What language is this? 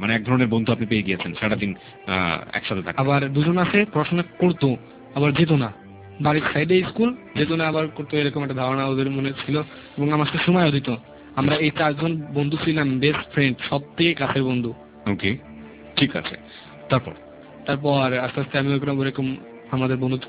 Bangla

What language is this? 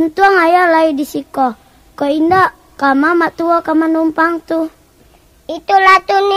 Minangkabau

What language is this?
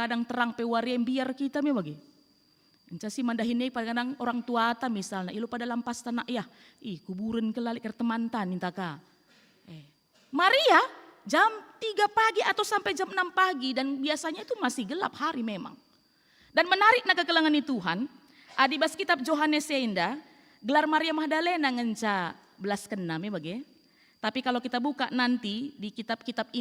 Batak Karo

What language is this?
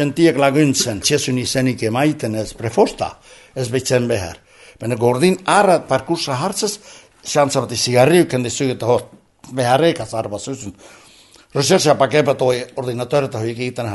Basque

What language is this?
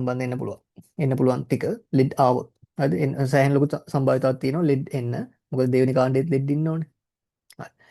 Sinhala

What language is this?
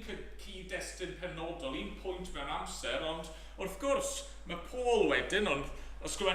Welsh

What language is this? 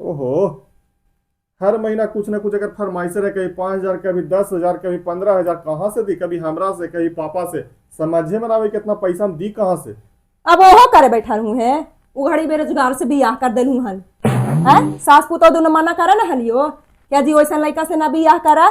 Magahi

